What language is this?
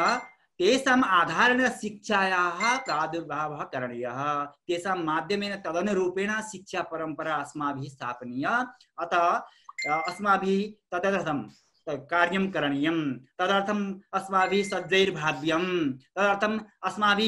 Sanskrit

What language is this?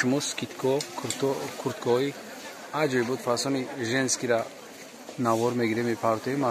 Tajik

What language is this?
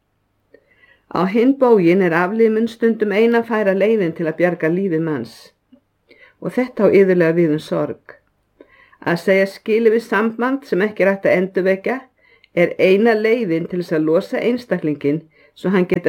Icelandic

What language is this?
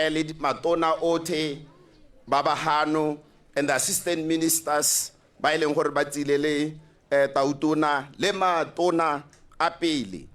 Tswana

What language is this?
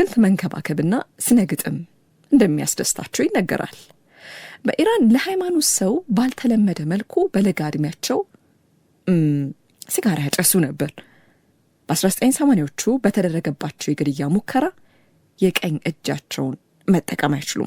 Amharic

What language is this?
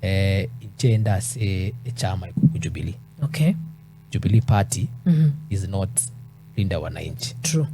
Gusii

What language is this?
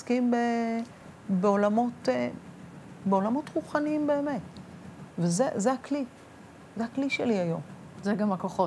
Hebrew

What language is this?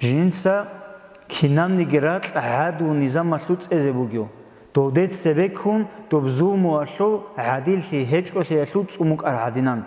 Avaric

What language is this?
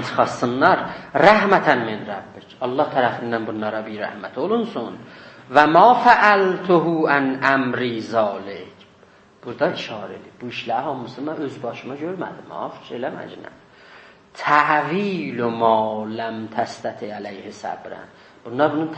South Azerbaijani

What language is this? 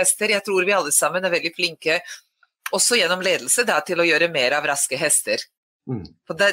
Norwegian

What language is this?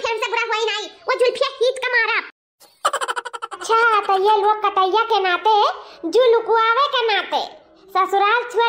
Awadhi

